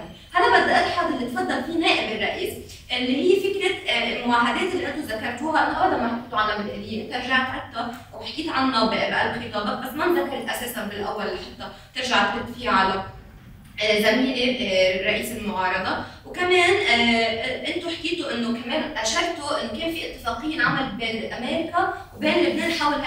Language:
North Levantine Arabic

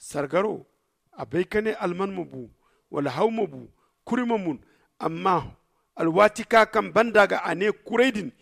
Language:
Zarma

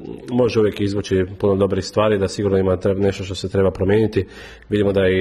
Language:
Croatian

